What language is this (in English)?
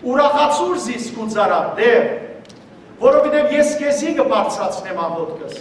Western Armenian